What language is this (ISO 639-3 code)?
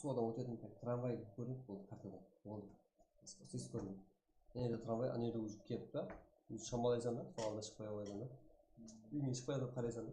kaa